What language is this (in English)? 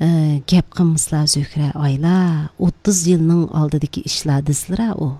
Uyghur